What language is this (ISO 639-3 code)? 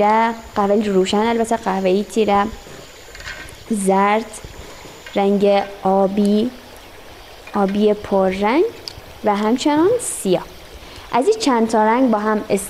fas